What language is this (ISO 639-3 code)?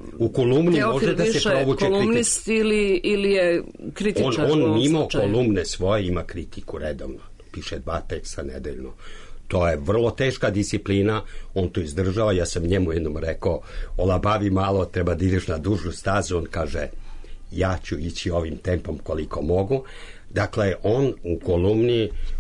srp